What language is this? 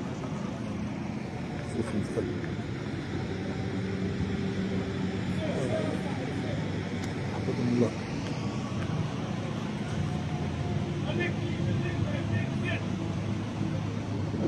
Moroccan Arabic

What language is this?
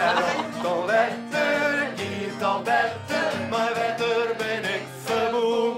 Western Frisian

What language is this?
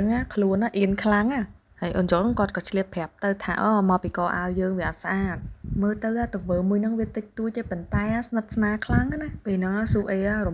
Khmer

